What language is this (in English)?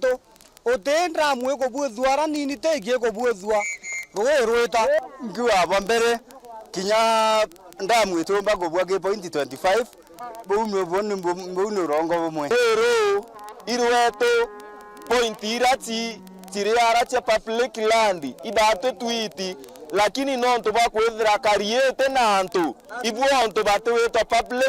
Meru